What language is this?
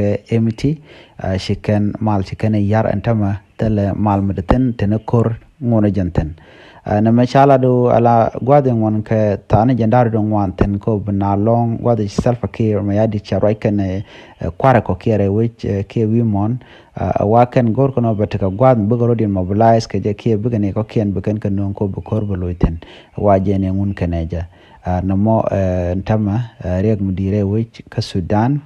Nuer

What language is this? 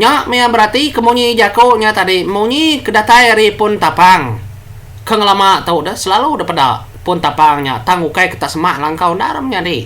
Iban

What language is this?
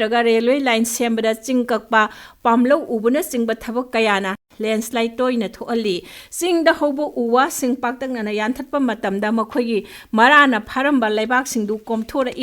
Manipuri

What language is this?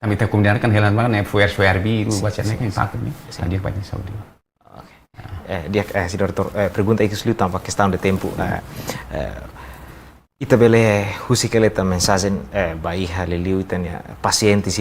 Tetum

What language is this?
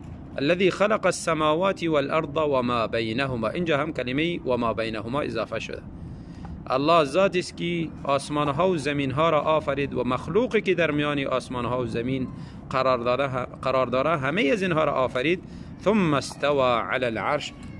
Tajik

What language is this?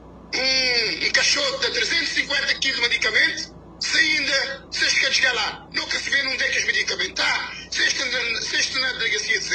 Kabuverdianu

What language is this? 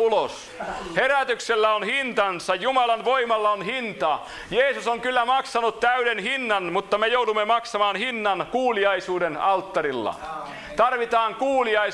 Finnish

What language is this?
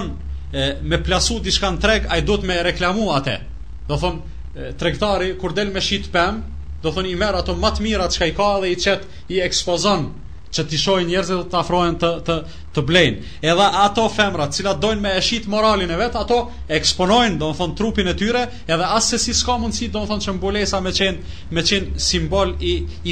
Albanian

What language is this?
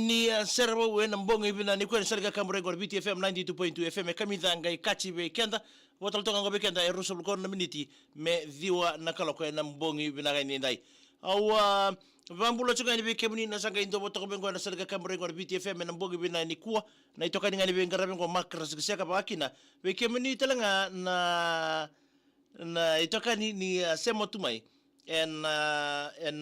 Fijian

